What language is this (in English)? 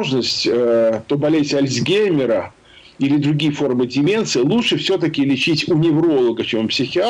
Russian